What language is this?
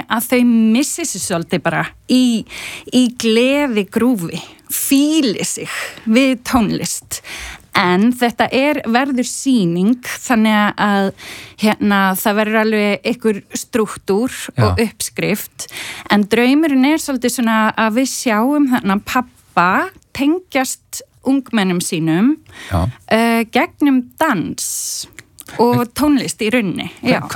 Icelandic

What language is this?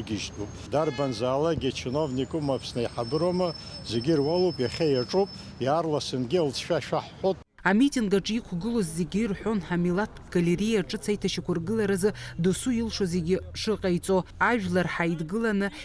Abkhazian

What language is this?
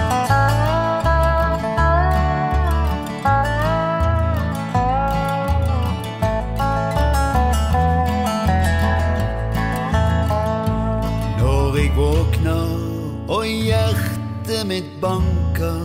Norwegian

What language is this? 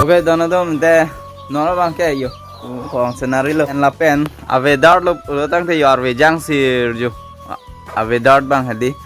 Karbi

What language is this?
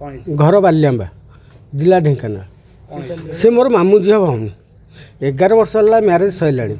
Odia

